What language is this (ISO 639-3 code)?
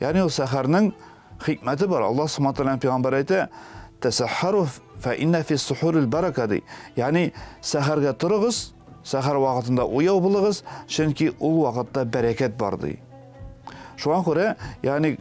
tat